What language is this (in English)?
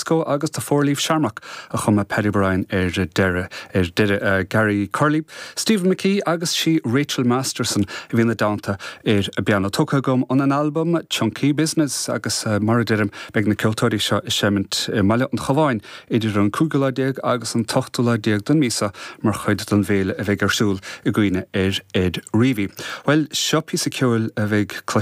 Irish